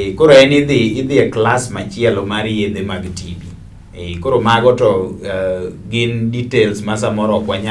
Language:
Luo (Kenya and Tanzania)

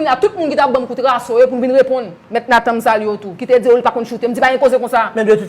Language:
Haitian Creole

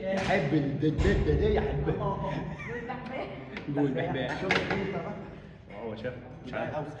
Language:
Egyptian Arabic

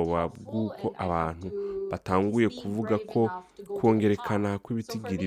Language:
Rundi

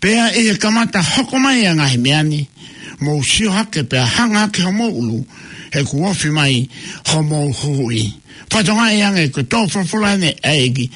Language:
Tongan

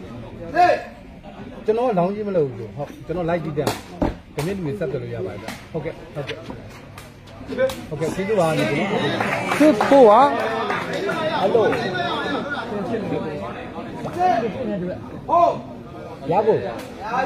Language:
Burmese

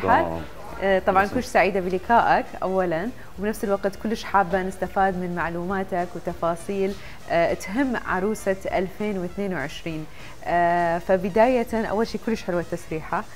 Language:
Mesopotamian Arabic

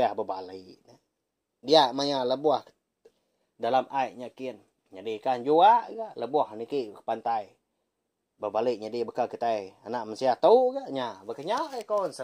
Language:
Iban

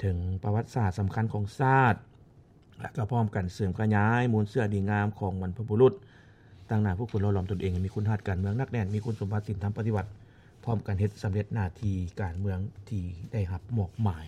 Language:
Lao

